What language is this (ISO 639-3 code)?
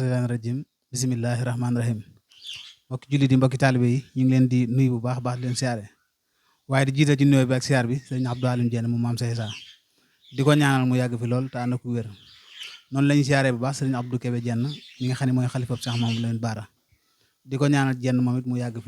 wol